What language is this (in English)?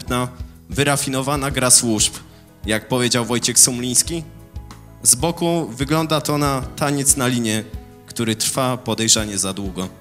Polish